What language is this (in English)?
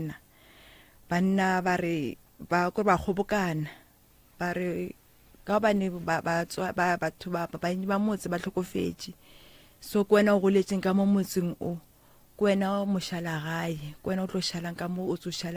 Northern Sotho